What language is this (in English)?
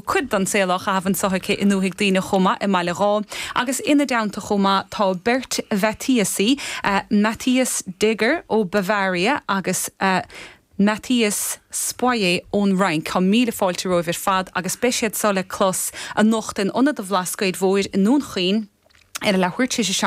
Irish